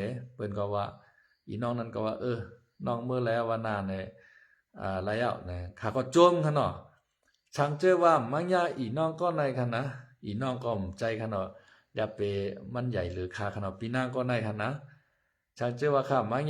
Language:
Shan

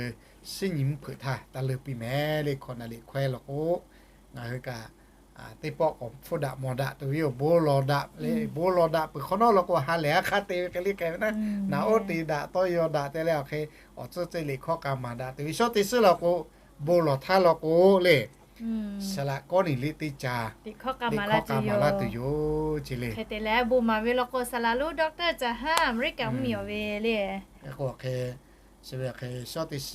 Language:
Lahu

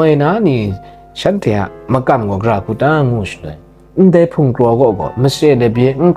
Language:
Kachin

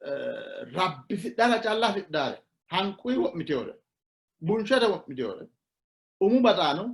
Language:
Sidamo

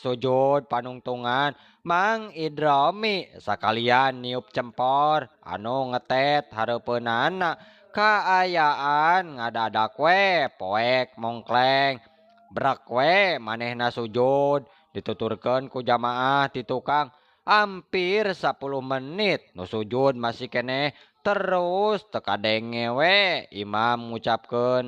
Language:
Sundanese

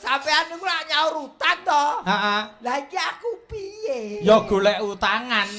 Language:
Javanese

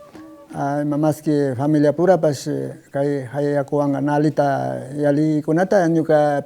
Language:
Imbabura Highland Quichua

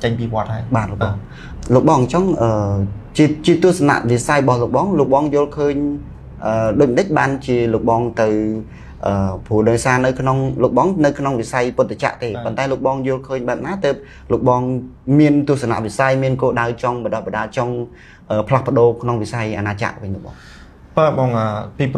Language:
Khmer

